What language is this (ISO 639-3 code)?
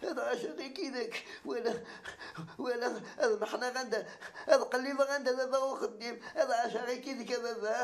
kab